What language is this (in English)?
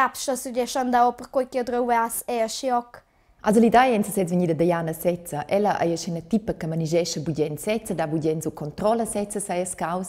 Romansh